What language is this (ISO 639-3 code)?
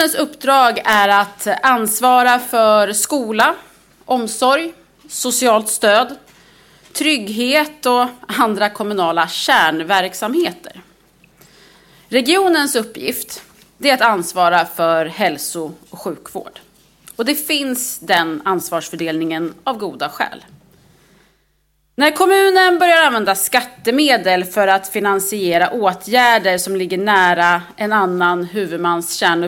swe